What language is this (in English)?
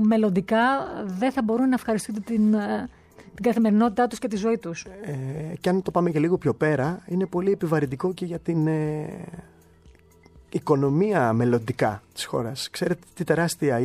Greek